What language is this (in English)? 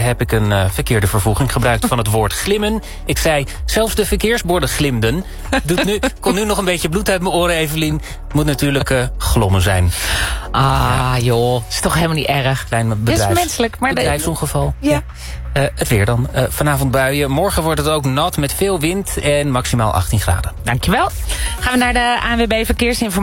Dutch